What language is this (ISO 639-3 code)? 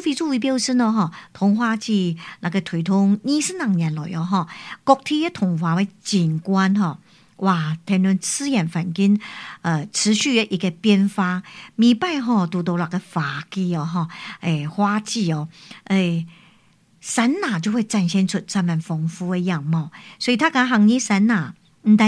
nan